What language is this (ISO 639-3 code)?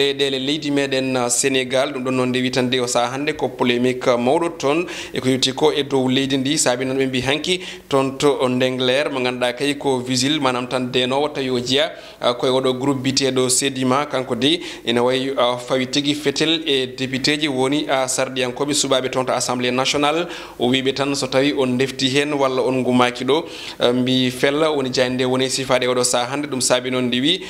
ful